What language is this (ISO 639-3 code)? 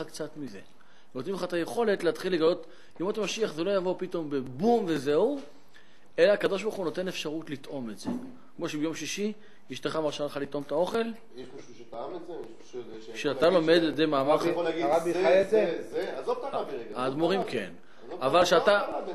heb